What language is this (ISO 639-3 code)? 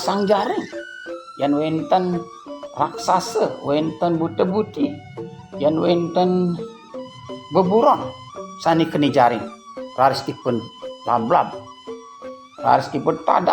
ban